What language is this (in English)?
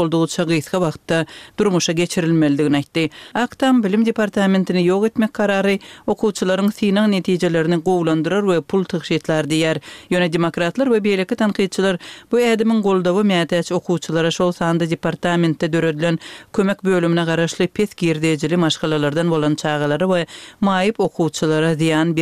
Kyrgyz